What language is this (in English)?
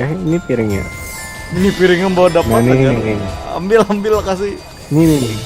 Banjar